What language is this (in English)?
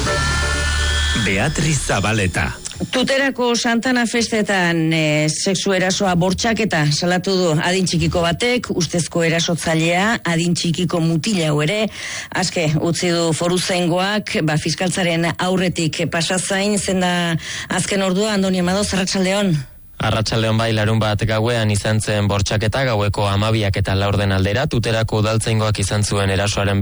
Basque